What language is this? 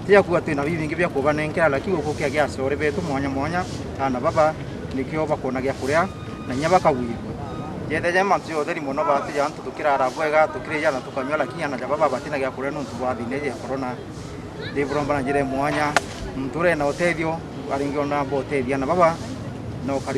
Meru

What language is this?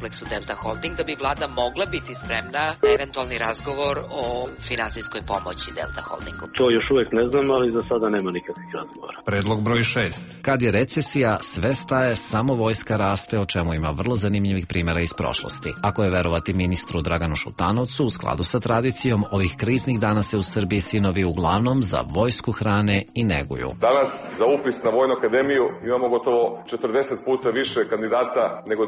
Serbian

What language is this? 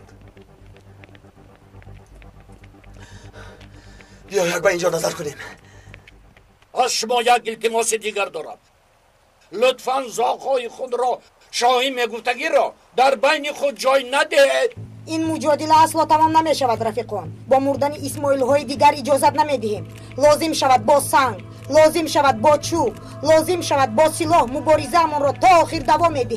Tajik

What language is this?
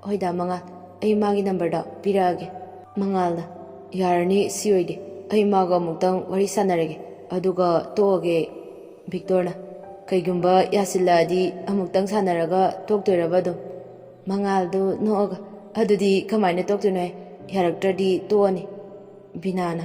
Manipuri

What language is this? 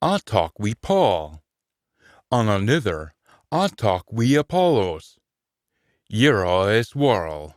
Scots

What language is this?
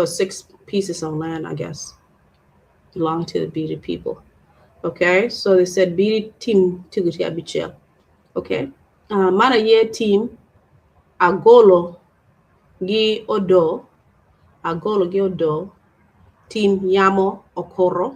Acoli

